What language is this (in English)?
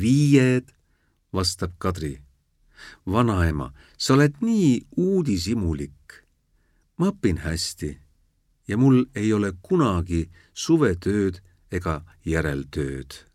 Estonian